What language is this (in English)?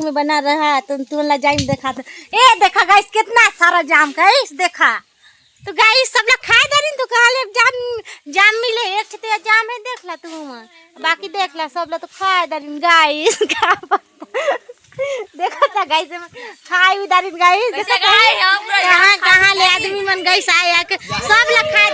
Chhattisgarhi